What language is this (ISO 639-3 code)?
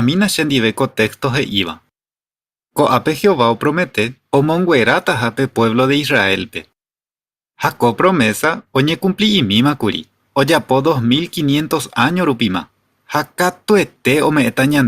grn